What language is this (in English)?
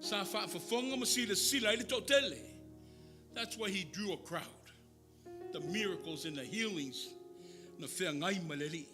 Samoan